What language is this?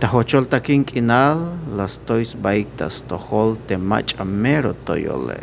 Tzeltal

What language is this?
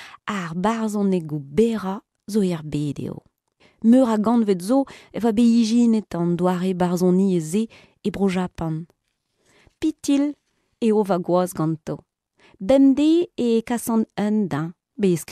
Breton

